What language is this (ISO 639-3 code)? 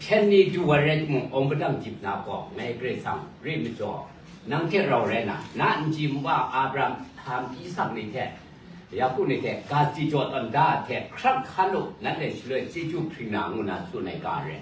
kac